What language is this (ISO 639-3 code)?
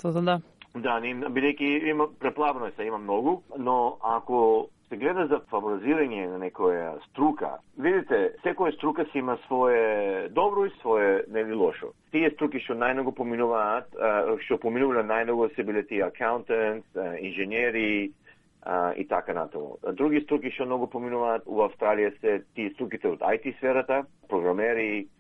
mkd